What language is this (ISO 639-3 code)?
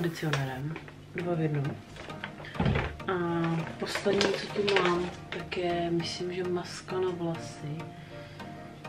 ces